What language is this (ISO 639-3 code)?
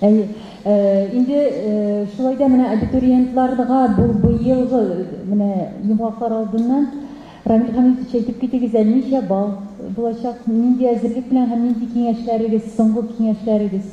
tat